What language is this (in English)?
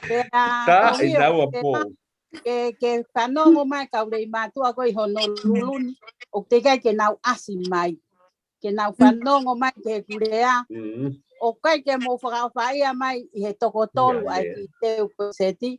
Tongan